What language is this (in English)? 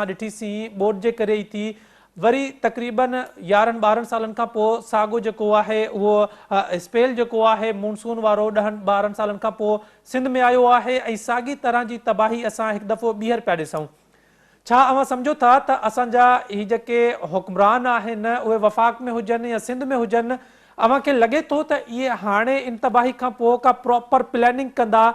Sindhi